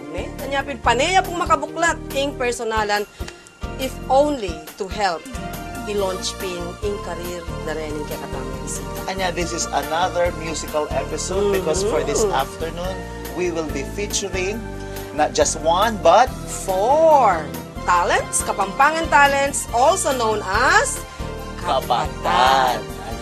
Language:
Pampanga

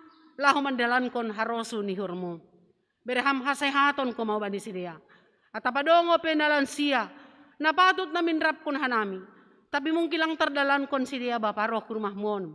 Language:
Batak Simalungun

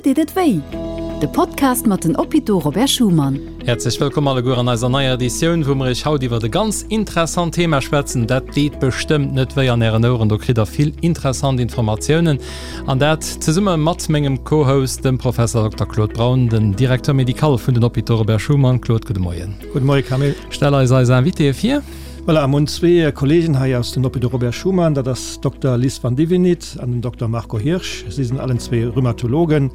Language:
Luxembourgish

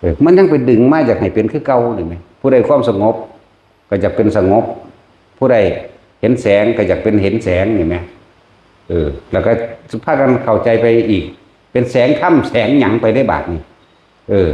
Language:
Northeastern Thai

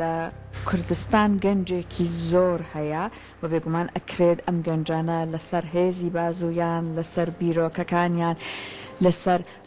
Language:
Central Kurdish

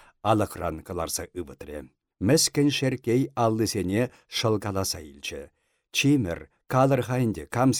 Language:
Chuvash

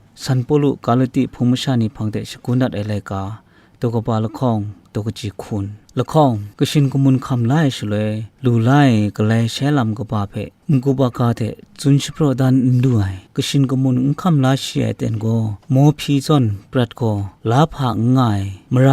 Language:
Kachin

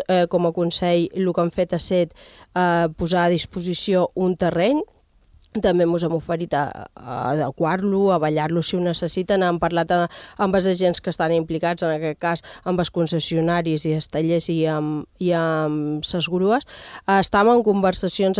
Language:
Catalan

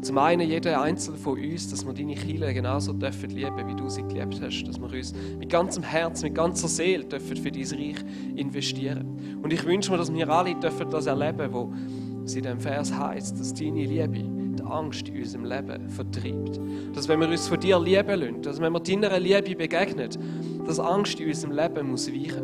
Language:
Swiss German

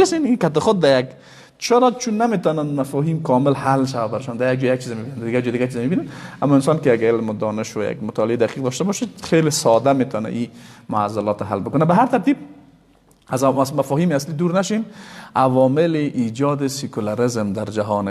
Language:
Persian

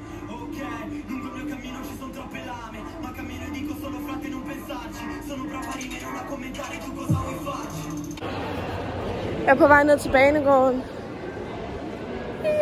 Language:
Danish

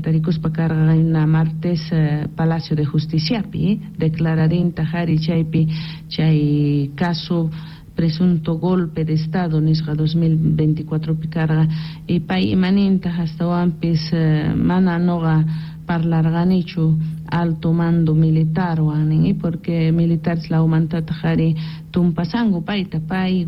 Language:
South Bolivian Quechua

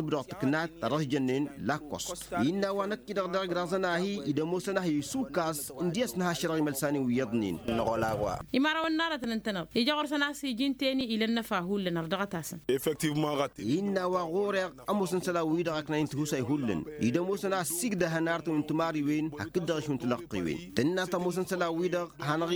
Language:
Tamasheq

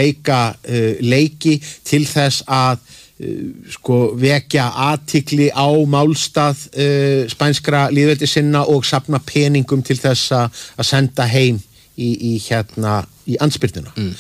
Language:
Icelandic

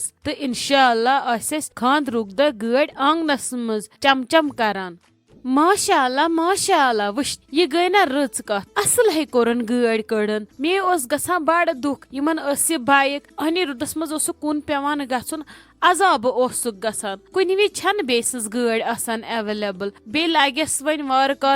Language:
Kashmiri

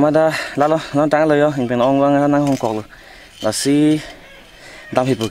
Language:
Karbi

